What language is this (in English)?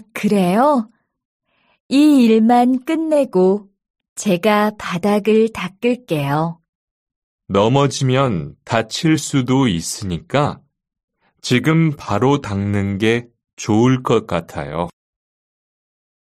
Korean